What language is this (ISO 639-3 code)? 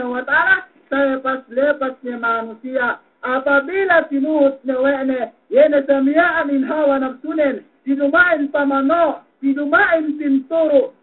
yka